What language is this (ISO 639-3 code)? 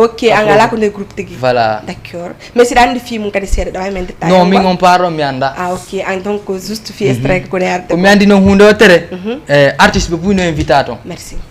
ful